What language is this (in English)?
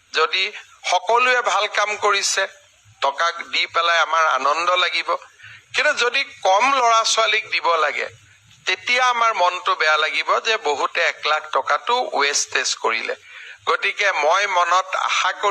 Assamese